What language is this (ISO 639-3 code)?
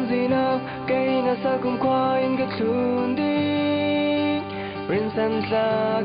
cfm